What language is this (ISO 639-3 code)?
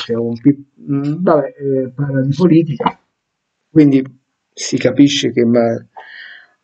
ita